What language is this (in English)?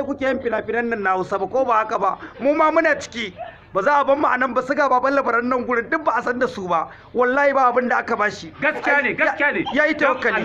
Hausa